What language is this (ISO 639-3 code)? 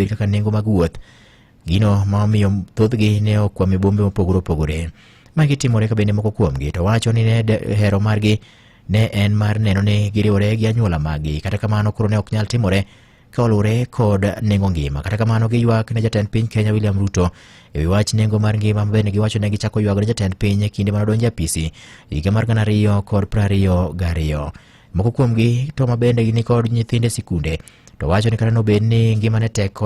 luo